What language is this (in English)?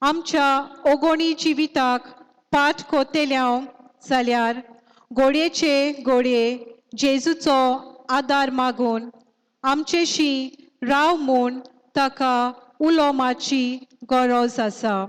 Konkani